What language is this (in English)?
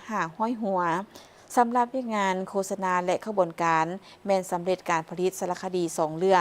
Lao